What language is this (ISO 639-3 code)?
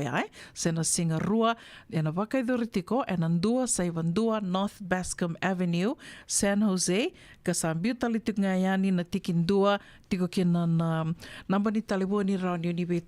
fij